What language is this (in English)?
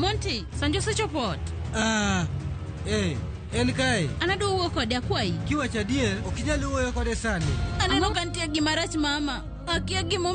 Luo (Kenya and Tanzania)